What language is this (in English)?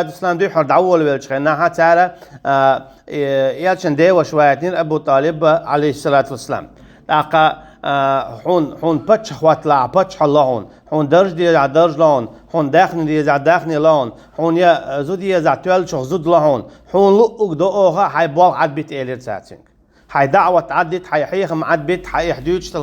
Chechen